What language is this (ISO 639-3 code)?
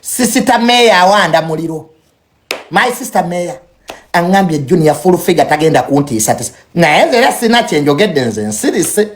lug